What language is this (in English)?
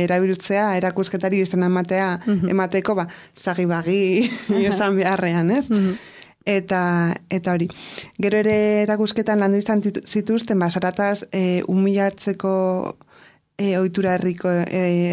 Basque